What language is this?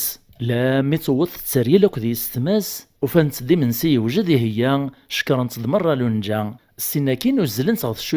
Kabyle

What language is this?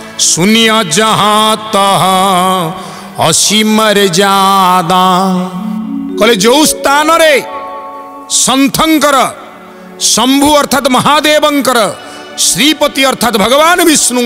Odia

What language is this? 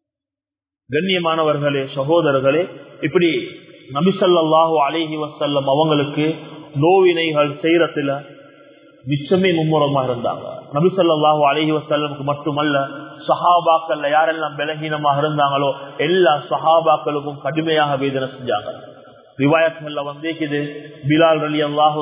Tamil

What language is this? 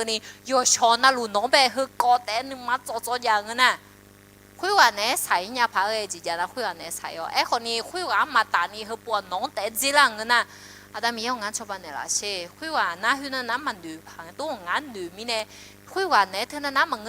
Akha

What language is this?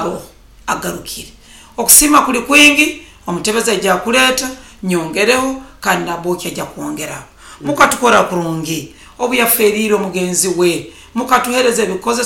Nyoro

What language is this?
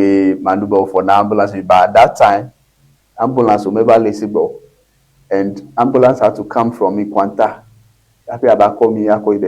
Ewe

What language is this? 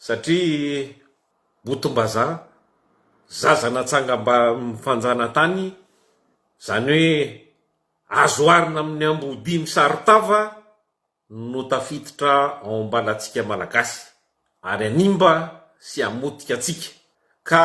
Malagasy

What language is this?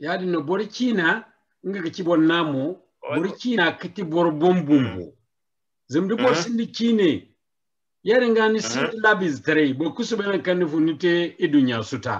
Zarma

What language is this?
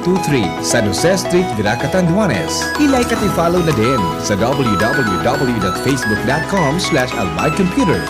Bikol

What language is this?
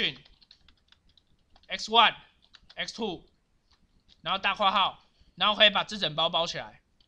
Chinese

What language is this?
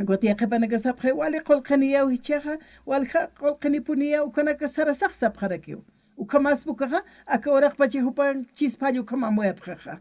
Aymara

